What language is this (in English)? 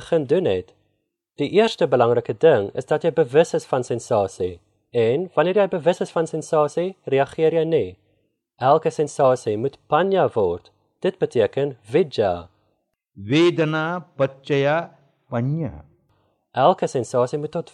Afrikaans